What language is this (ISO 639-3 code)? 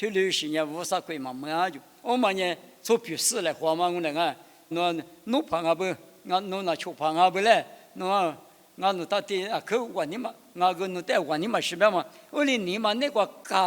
lis